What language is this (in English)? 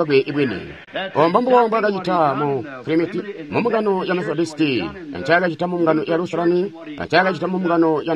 Tonga (Zambia)